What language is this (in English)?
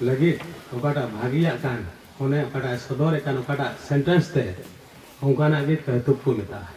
Santali